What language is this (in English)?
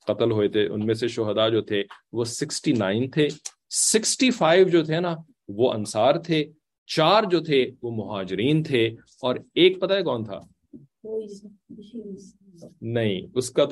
Urdu